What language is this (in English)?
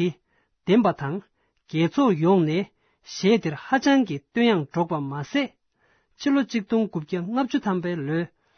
Tibetan